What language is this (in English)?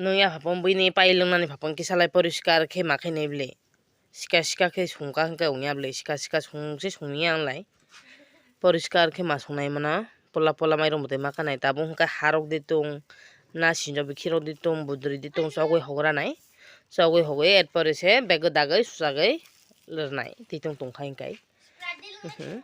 Kok Borok